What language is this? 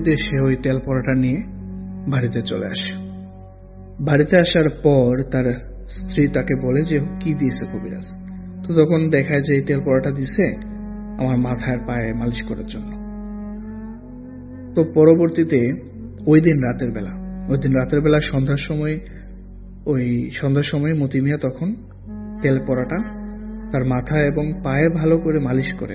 Bangla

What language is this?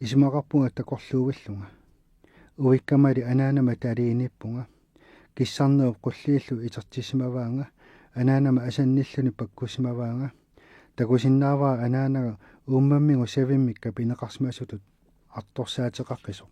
Kalaallisut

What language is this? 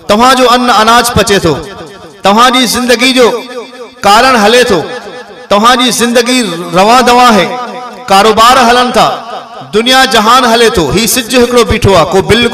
Sindhi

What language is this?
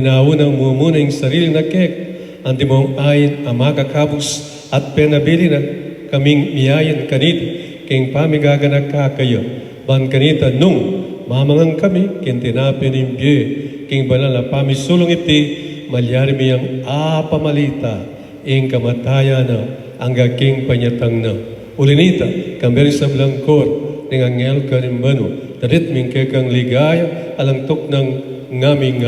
Pampanga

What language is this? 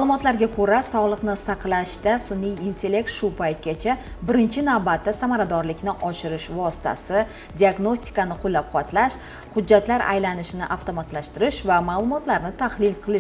Uzbek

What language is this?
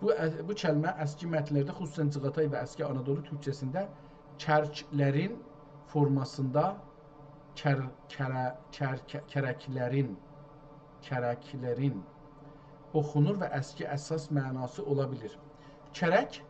South Azerbaijani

